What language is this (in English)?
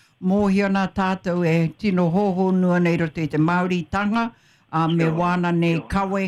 Māori